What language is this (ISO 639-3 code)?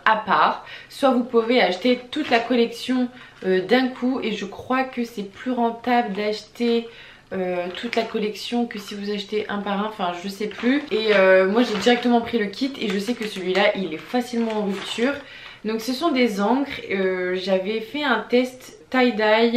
fra